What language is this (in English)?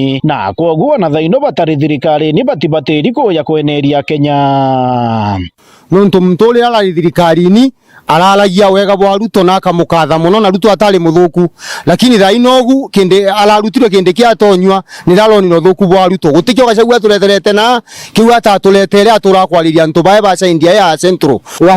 Meru